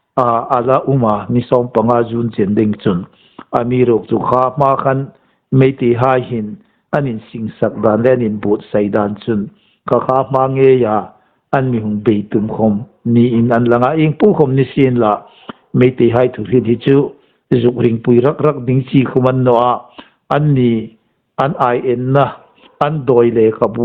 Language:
Hmar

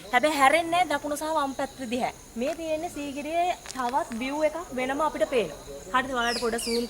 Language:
Sinhala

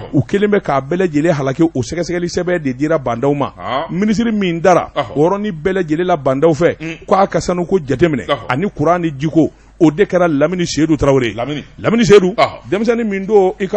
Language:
Bambara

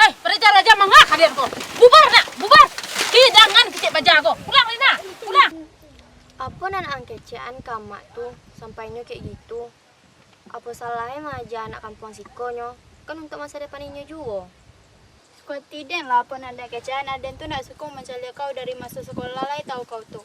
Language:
Minangkabau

